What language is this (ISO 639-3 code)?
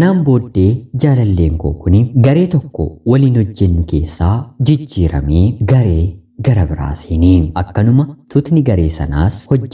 orm